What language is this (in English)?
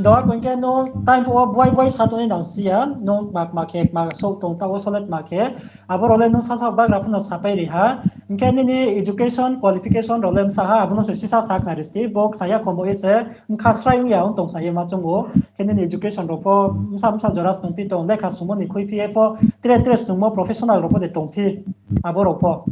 Riang (India)